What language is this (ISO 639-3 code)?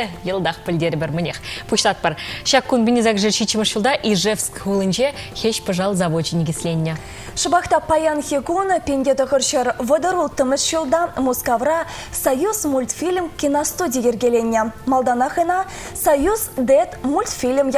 chv